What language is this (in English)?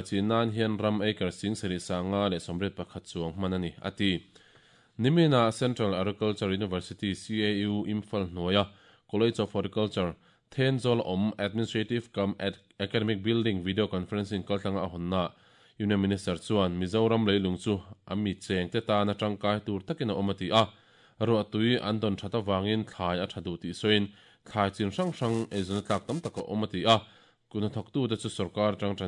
Mizo